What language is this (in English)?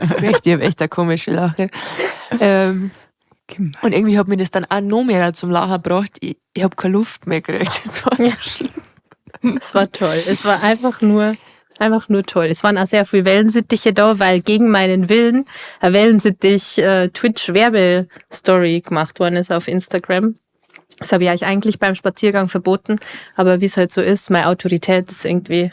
Bavarian